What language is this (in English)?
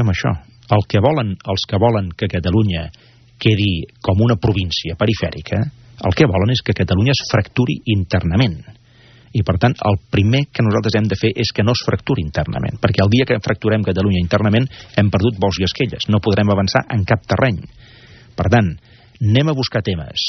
Catalan